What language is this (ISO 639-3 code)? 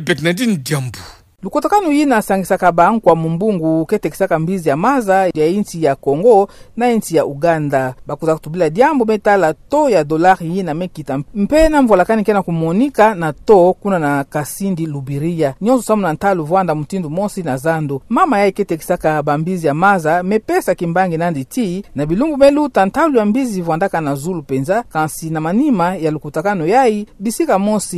ktu